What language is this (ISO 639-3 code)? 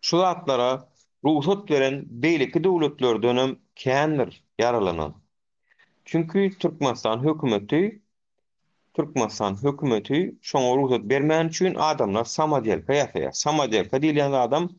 tuk